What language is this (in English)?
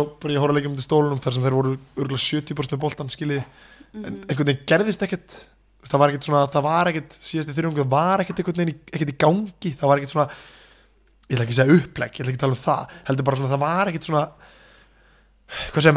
Icelandic